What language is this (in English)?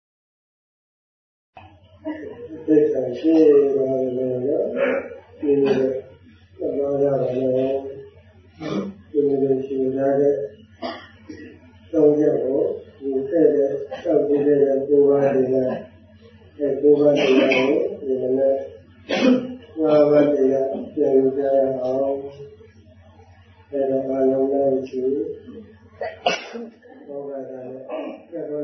Burmese